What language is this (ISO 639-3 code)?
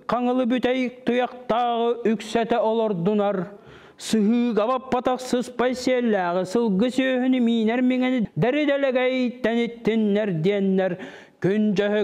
sah